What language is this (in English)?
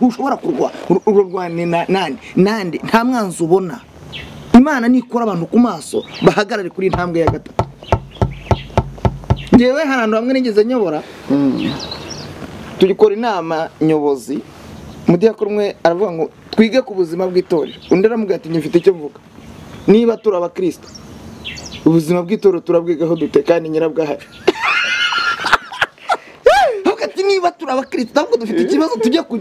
Kinyarwanda